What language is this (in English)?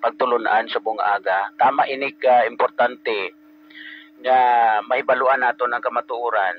Hiligaynon